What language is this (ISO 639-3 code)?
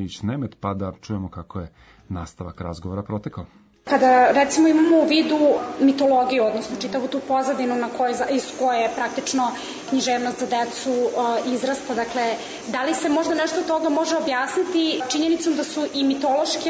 srp